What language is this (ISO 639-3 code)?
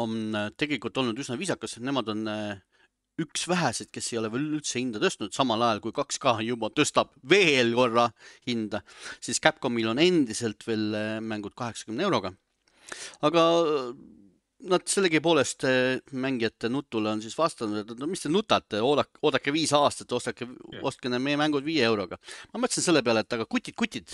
est